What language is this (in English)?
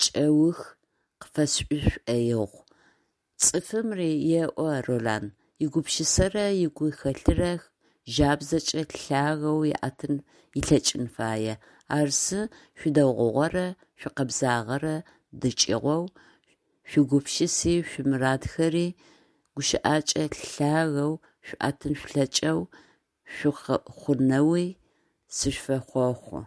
Adyghe